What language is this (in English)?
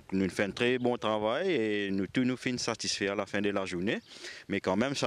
Morisyen